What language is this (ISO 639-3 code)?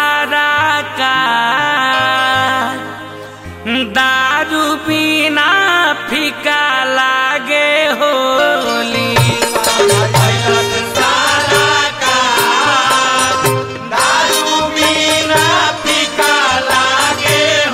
bho